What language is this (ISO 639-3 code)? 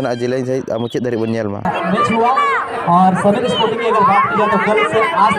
sat